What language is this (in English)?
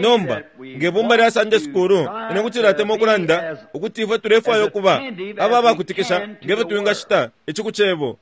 Bemba